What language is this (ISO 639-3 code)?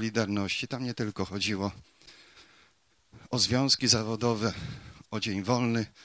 pol